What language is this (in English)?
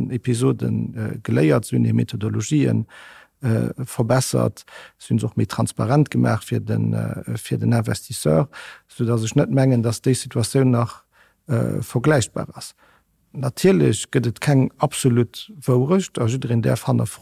Luxembourgish